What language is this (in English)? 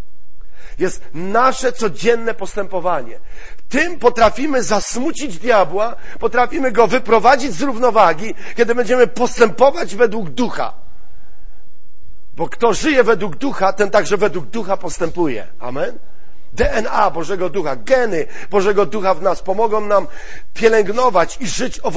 Polish